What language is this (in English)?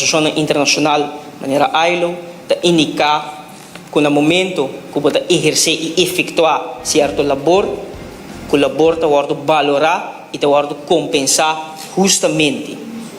Papiamento